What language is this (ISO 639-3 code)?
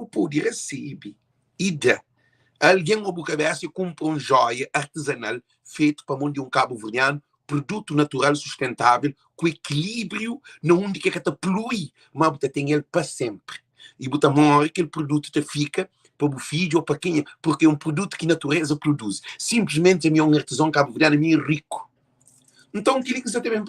kea